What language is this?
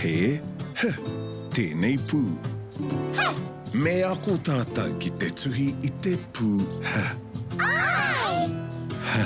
Māori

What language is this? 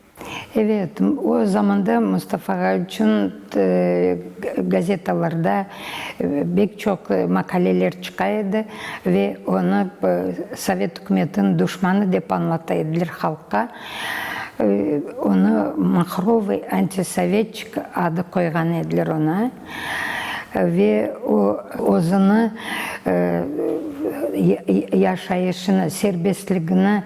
Crimean Tatar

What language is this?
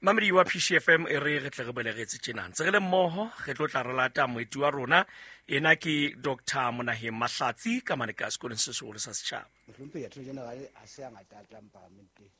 Southern Sotho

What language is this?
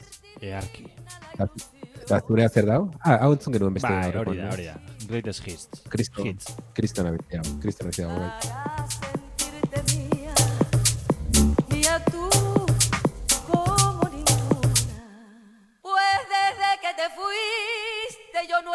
Basque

